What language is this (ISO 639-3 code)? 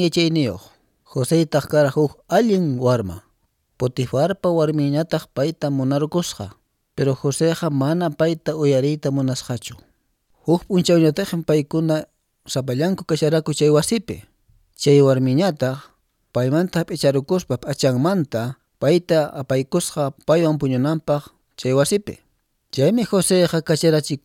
que